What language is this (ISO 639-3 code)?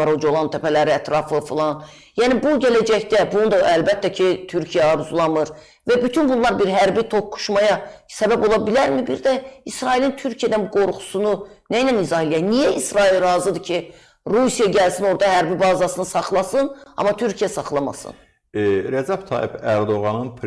aze